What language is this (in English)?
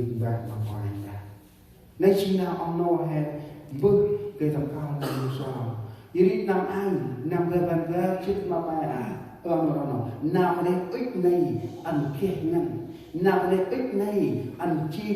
Central Mnong